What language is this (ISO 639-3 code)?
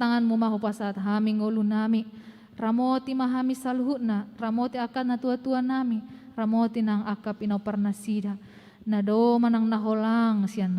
bbc